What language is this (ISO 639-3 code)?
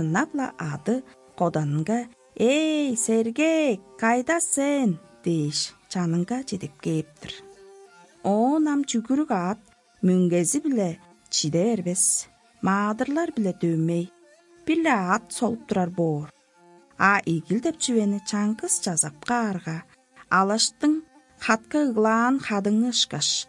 tyv